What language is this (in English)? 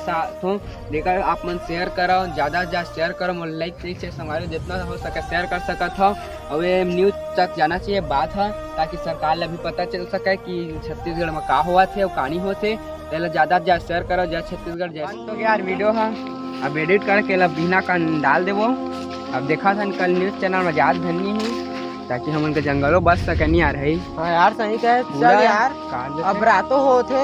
Chhattisgarhi